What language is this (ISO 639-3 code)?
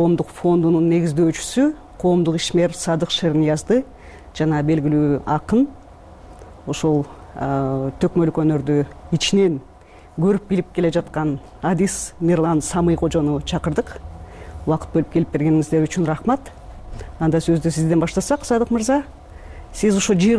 kir